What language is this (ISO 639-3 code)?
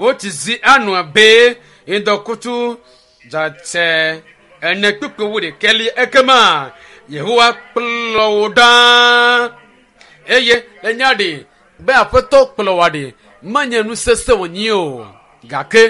ewe